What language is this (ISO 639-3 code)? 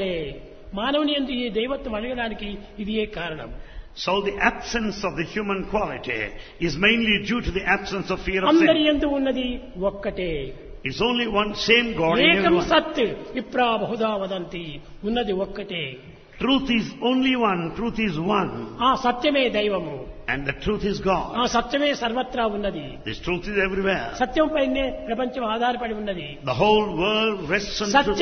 tel